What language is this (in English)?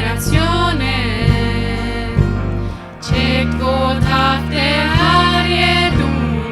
Plautdietsch